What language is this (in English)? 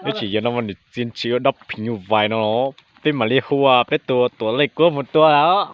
Hmong